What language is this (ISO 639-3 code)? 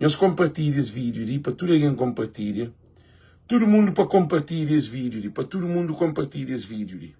kea